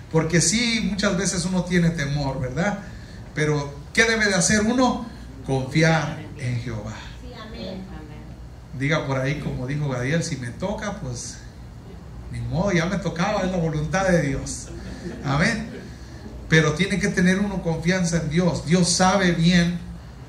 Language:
Spanish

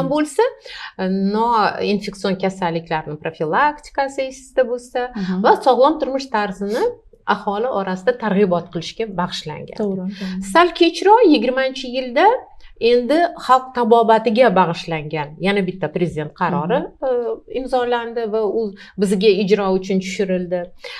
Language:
Uzbek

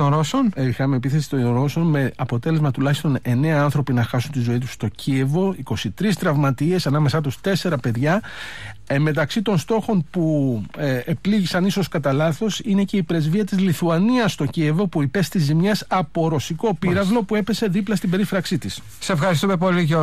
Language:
Greek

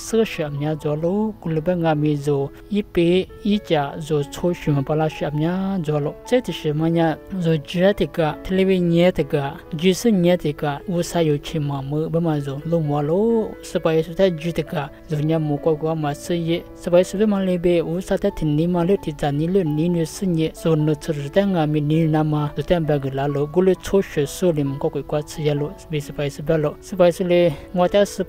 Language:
Lisu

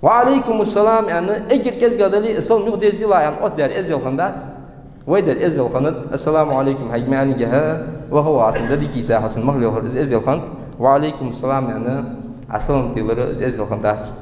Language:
Ingush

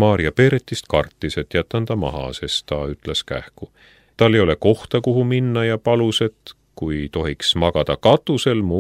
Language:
Estonian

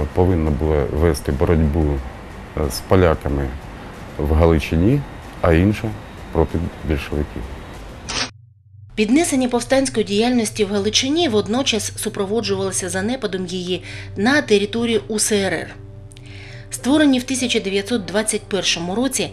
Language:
Ukrainian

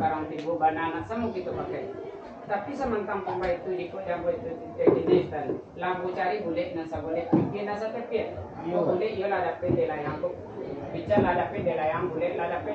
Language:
Minangkabau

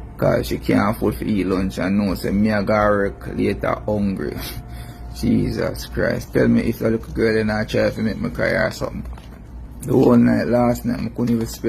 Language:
Jamaican Creole English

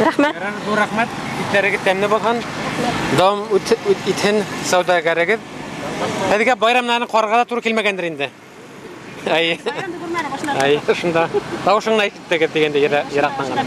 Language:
Bashkir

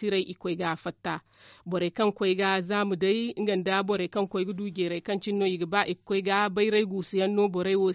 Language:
Zarma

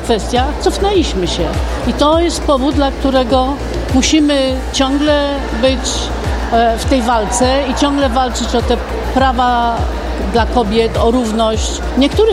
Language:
Polish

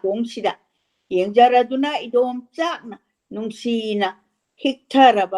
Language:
Manipuri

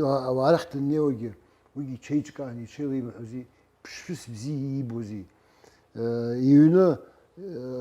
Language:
Abkhazian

